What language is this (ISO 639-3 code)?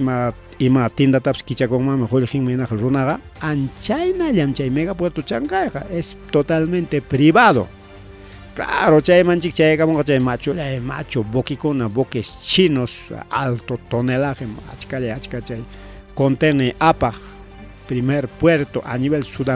quy